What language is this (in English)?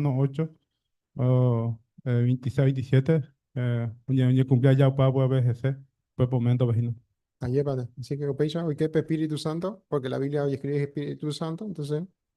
Guarani